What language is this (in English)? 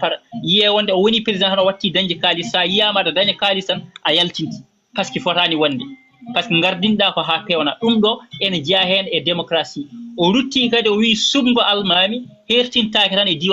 Fula